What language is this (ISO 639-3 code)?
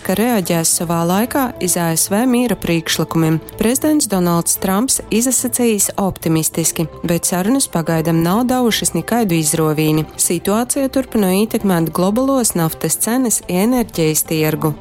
ltg